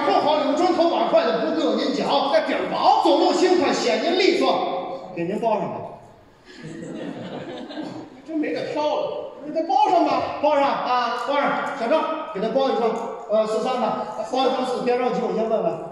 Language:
Chinese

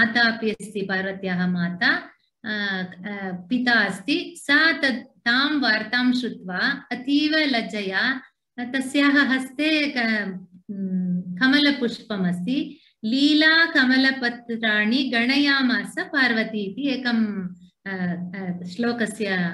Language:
Sanskrit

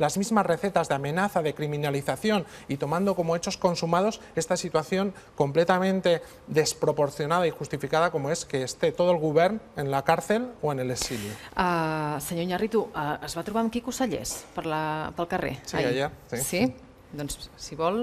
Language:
Catalan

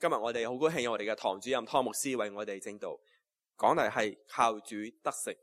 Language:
Cantonese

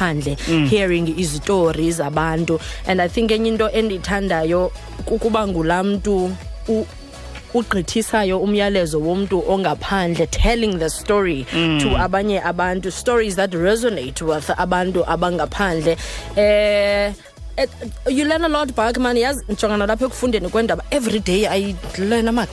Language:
Xhosa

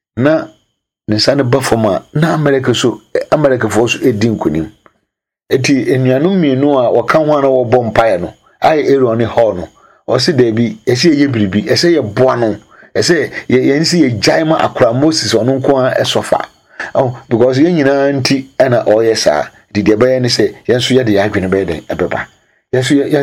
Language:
Akan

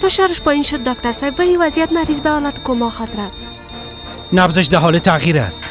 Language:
Persian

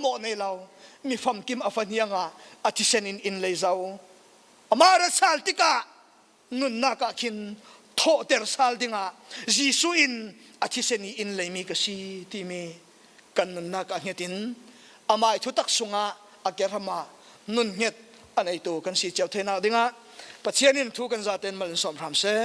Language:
Falam Chin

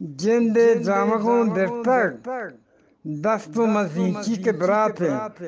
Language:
Eastern Balochi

